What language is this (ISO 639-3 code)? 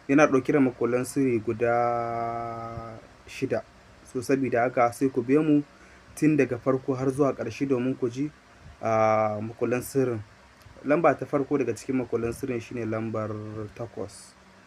hau